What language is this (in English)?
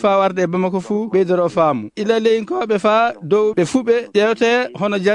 Fula